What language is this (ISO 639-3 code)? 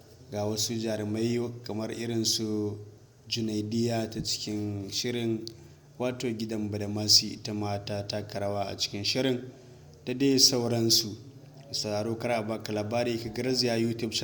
hau